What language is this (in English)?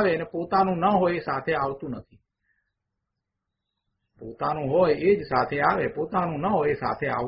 Gujarati